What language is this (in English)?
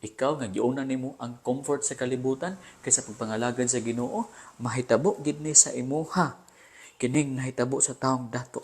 Cebuano